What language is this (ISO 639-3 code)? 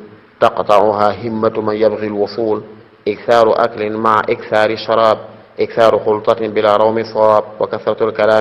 wol